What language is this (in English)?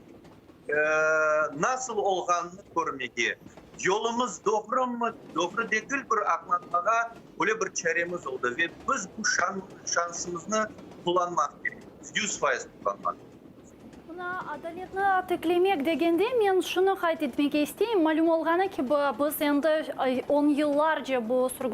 Crimean Tatar